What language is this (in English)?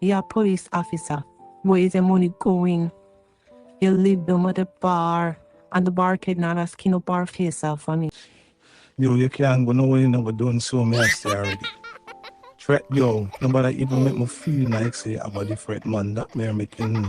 Jamaican Creole English